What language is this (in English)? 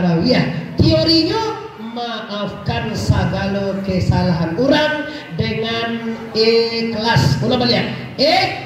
Minangkabau